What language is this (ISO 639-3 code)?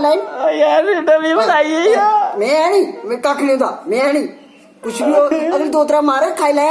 doi